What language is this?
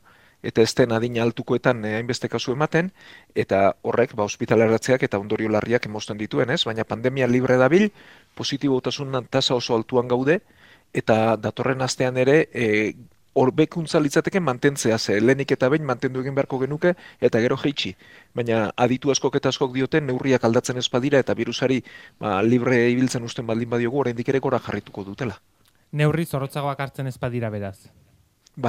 Basque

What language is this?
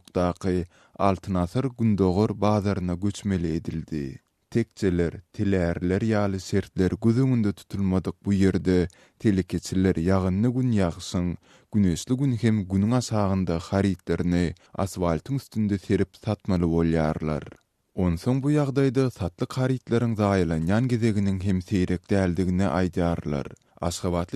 Turkmen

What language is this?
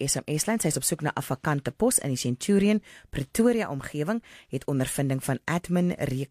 Afrikaans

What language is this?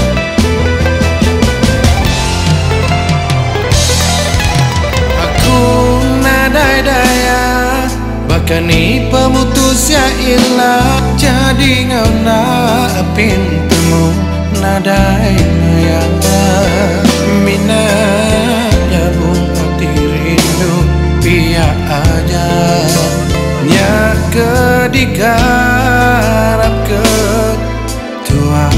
Iban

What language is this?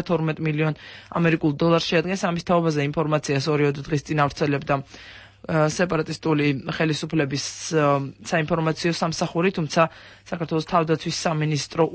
Georgian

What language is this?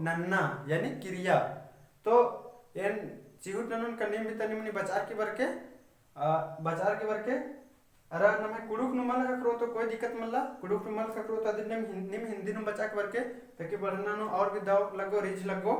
Kurukh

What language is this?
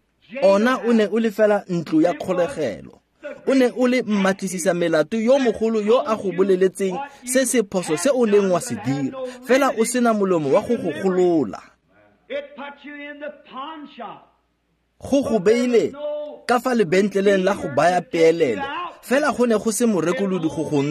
Tswana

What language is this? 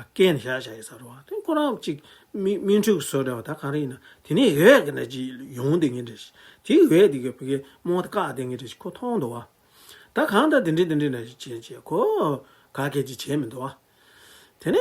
Tibetan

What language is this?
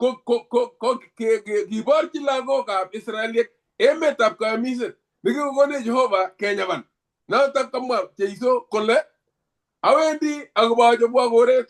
Kalenjin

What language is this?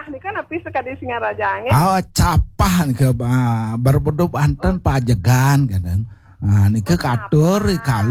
Balinese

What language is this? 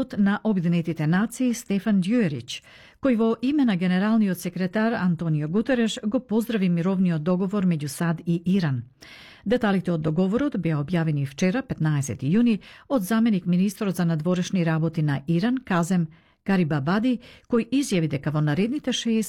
Macedonian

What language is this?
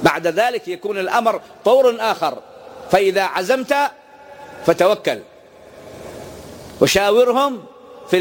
Arabic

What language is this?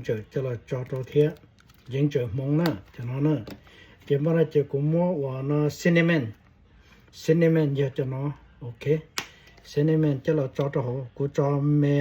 Hmong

